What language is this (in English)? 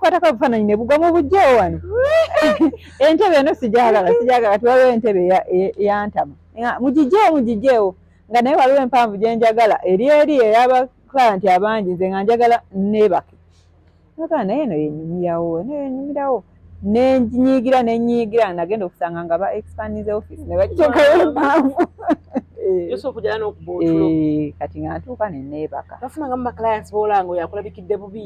Ganda